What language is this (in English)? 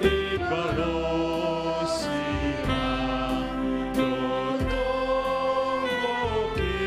Batak Simalungun